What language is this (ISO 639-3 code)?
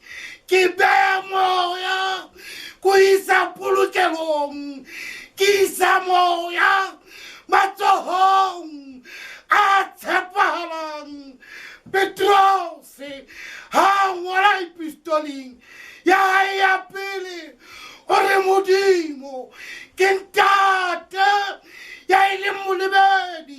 sot